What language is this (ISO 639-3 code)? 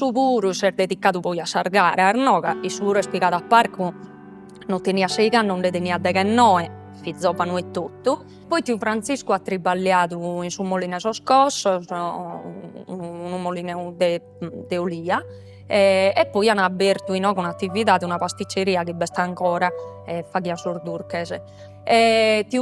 srd